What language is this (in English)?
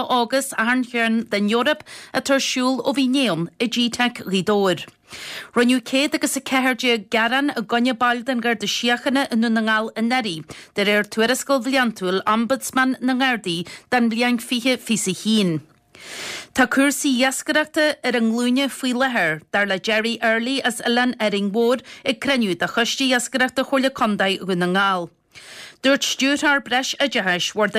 Irish